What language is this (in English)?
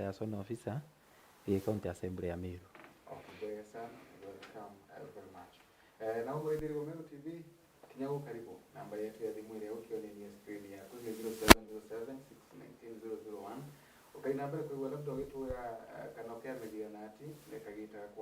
Meru